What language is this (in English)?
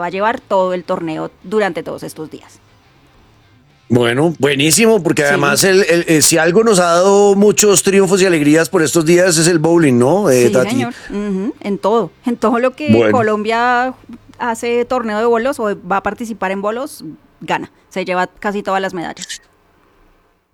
Spanish